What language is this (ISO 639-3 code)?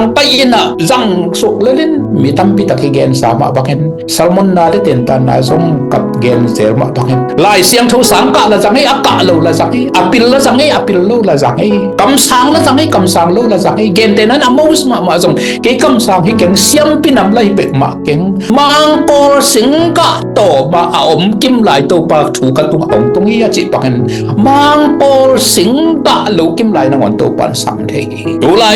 ctd